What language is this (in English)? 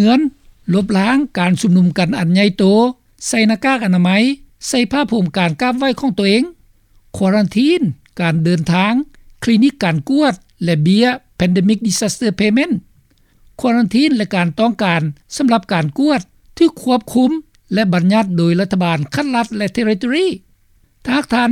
Lao